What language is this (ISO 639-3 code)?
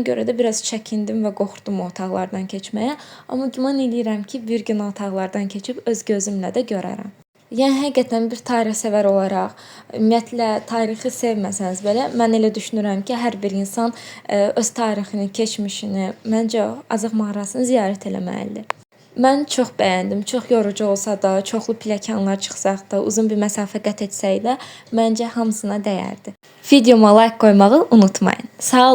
aze